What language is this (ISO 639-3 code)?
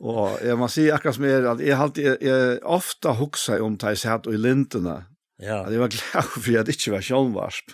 fao